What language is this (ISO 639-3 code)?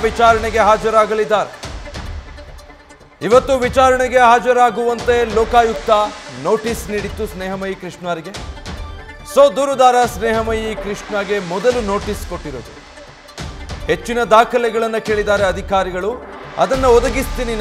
kan